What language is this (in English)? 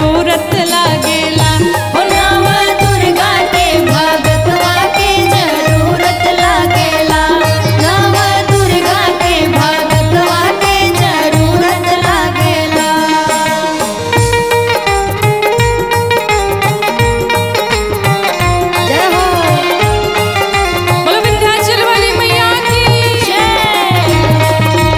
Bhojpuri